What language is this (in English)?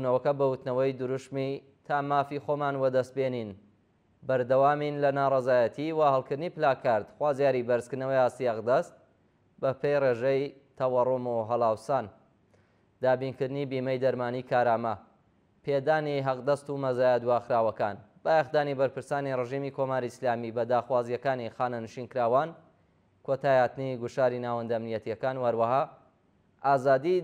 Central Kurdish